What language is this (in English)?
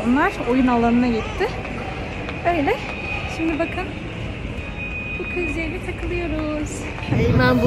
Turkish